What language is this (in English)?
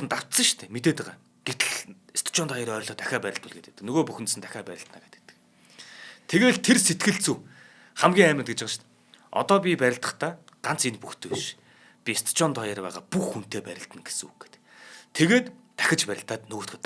Mongolian